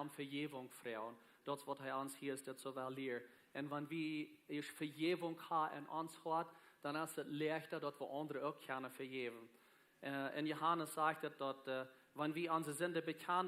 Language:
Plautdietsch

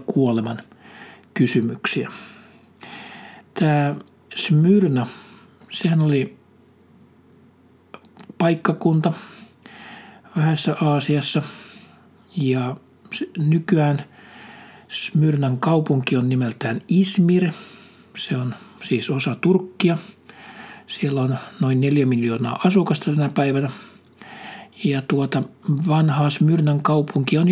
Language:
Finnish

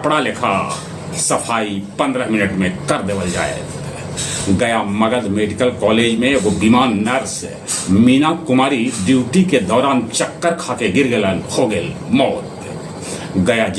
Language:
Magahi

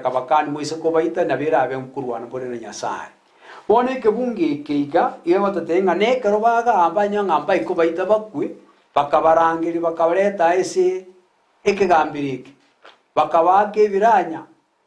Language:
Gusii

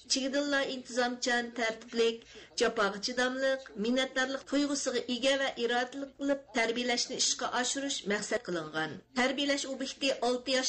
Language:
Uyghur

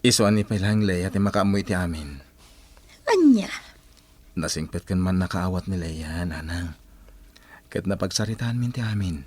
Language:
Iloko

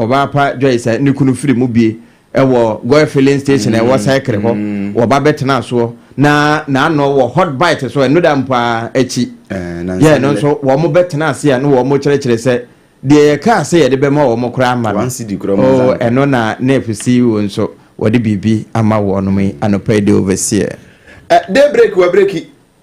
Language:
Akan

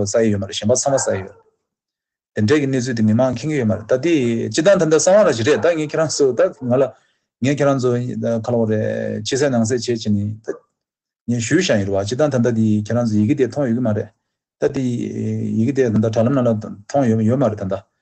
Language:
Tibetan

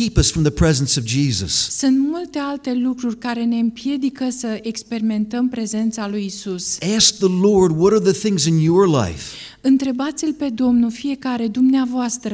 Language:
Romanian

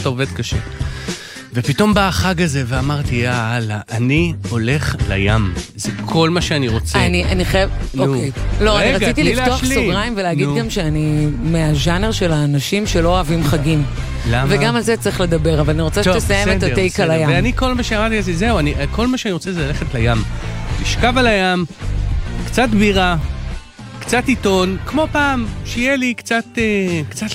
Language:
Hebrew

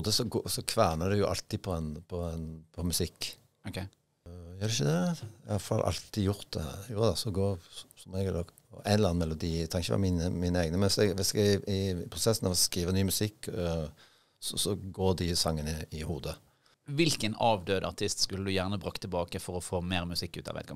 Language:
Norwegian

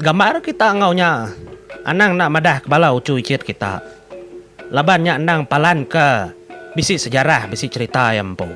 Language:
Iban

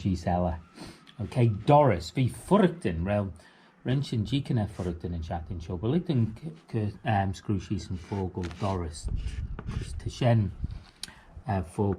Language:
Manx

